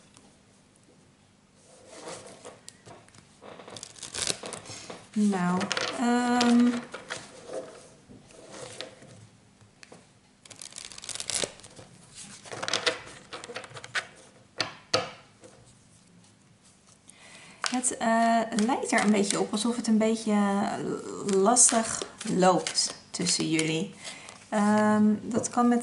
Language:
Dutch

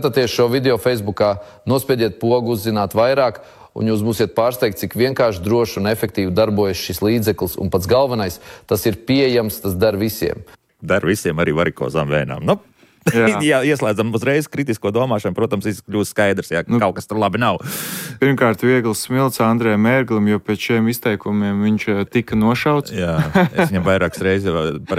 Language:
Latvian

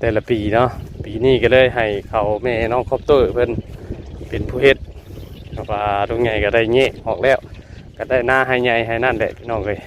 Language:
Northeastern Thai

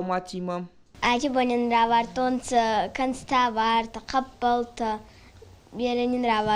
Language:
Ossetic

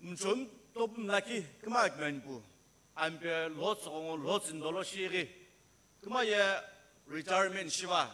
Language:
Sumi Naga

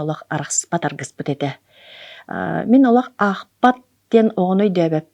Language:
Yakut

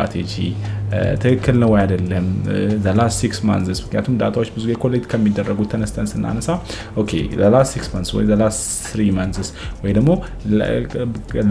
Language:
Amharic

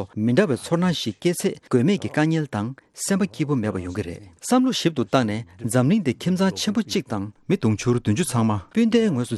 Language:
Tibetan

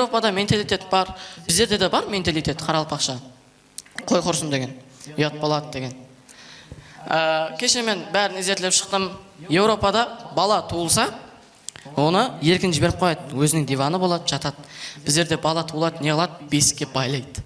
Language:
Kara-Kalpak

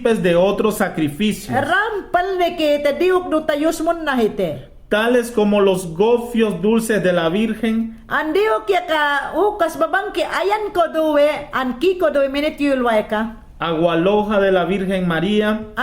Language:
Mayangna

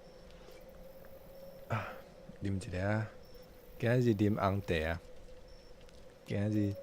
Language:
Min Nan Chinese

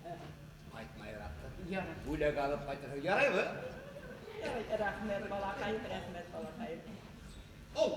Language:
Bashkir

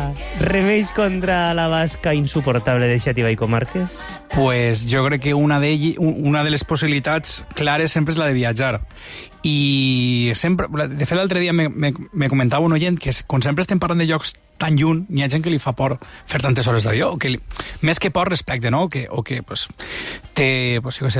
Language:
Catalan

